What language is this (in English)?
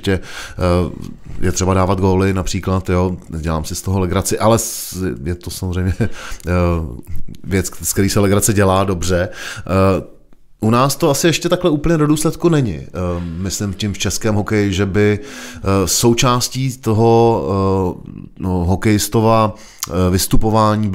Czech